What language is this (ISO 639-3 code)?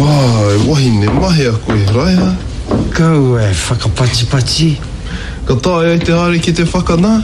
mri